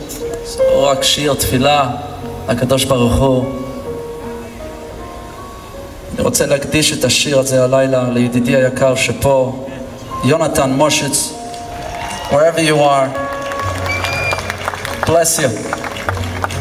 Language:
Hebrew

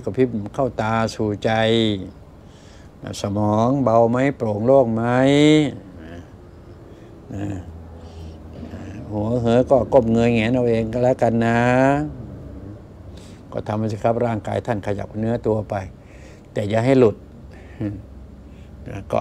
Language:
Thai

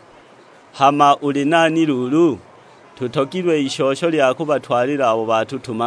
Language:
Sukuma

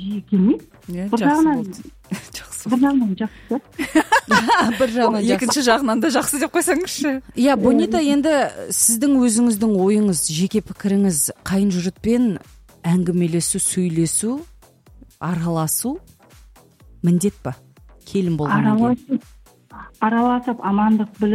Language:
Kazakh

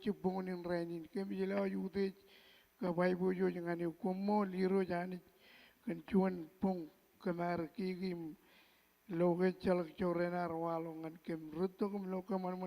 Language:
Marshallese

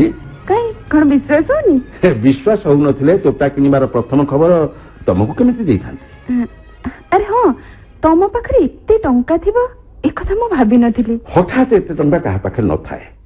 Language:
Odia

